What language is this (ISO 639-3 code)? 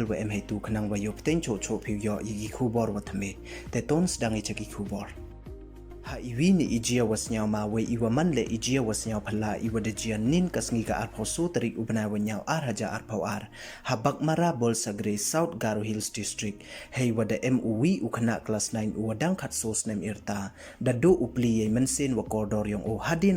pbv